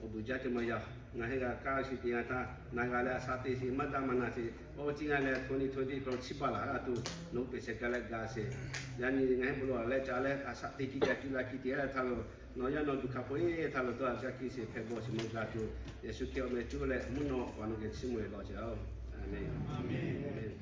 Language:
Lahu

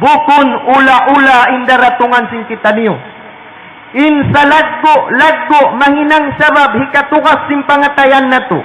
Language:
Tausug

